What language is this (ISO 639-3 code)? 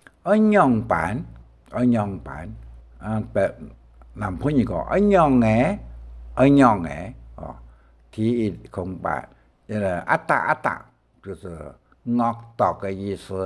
hak